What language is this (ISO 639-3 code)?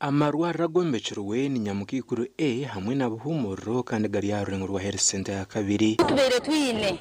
nyn